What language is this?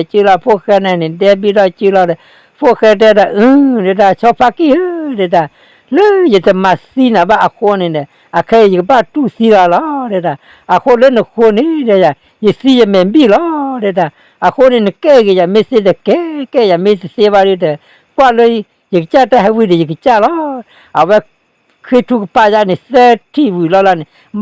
S'gaw Karen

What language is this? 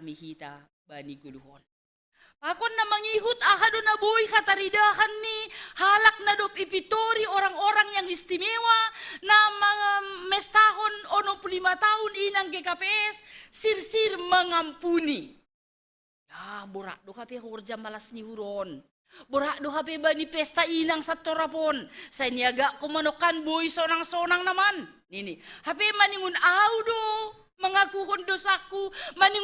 Batak Simalungun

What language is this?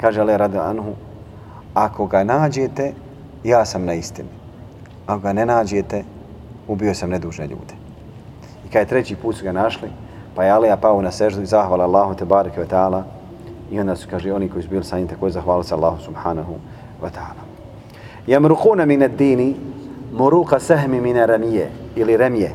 Bosnian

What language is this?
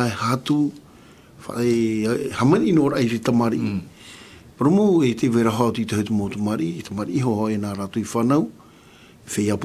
Tahitian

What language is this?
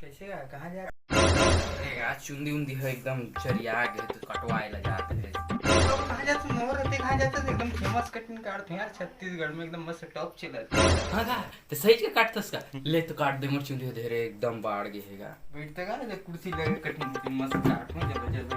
Chhattisgarhi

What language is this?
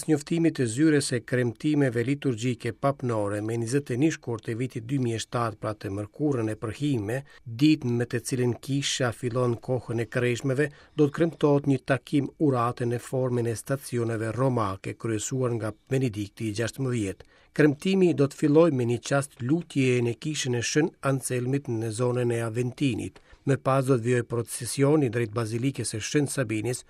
Albanian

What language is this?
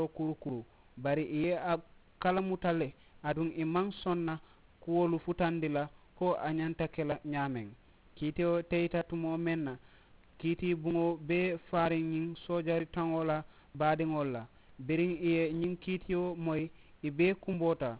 Mandingo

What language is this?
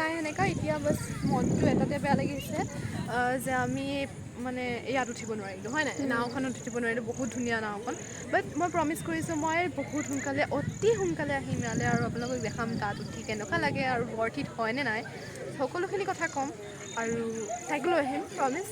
Assamese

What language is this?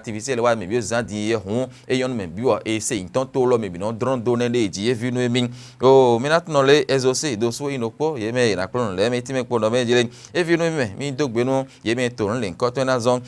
Fon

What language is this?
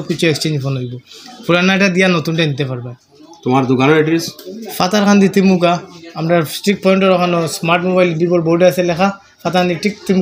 Sylheti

